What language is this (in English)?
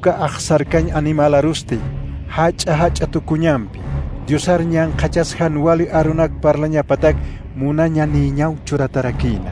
Aymara